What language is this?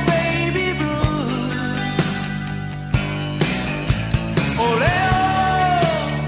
Japanese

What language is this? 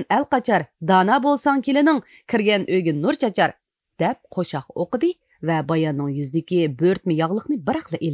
Uyghur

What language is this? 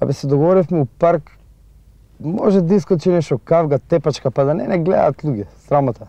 Macedonian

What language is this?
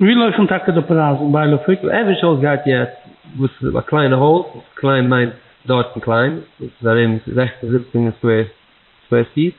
Yiddish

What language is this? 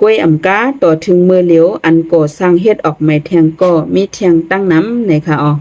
Shan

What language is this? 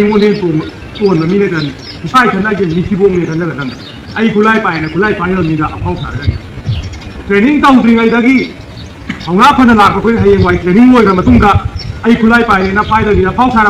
Manipuri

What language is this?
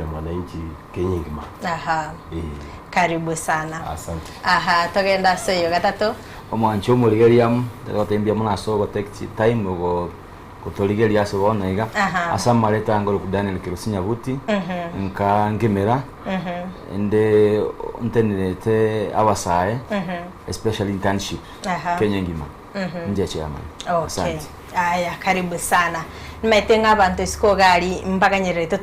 Gusii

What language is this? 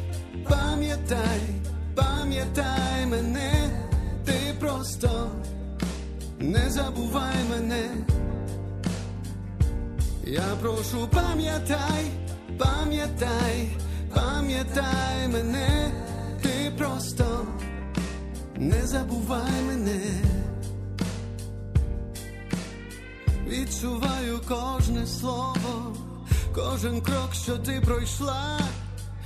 Ukrainian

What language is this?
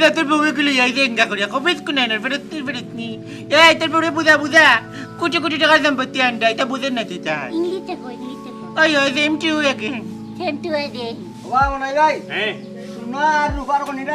Sylheti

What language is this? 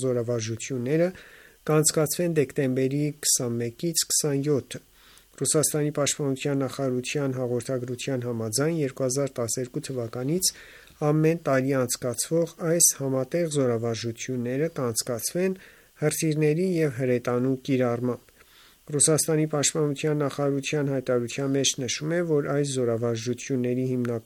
Armenian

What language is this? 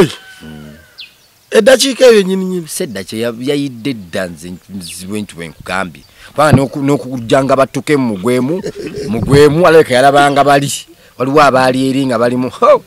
Ganda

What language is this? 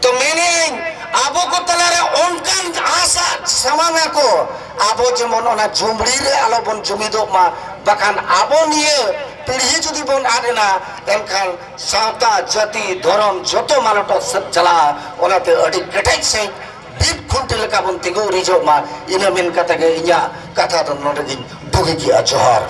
Santali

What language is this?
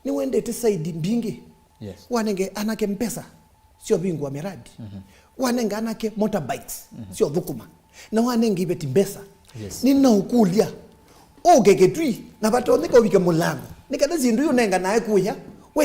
Kamba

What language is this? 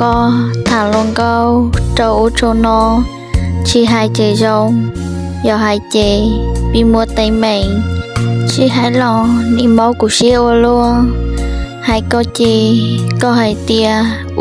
Hmong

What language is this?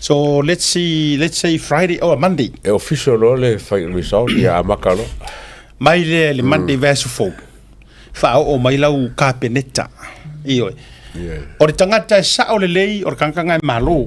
Samoan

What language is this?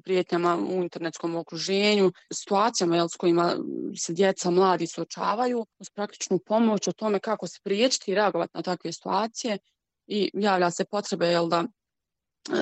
Bosnian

